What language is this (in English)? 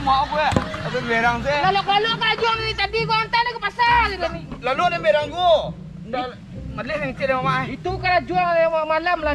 Minangkabau